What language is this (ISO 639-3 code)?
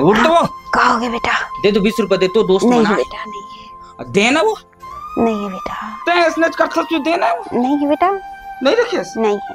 hne